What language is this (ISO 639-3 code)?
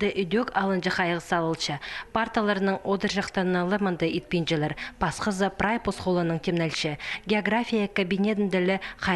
kjh